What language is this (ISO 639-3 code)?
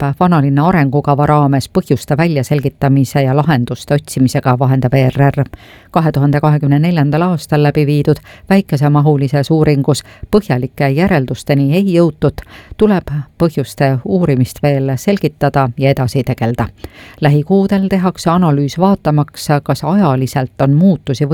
est